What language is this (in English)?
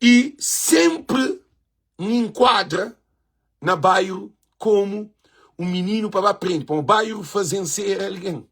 Kabuverdianu